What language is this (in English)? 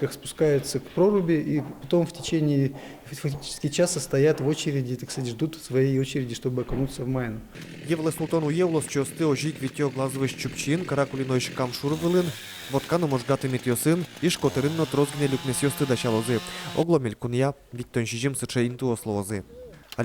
Udmurt